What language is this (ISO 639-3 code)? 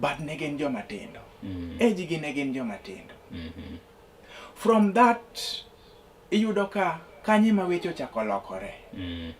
luo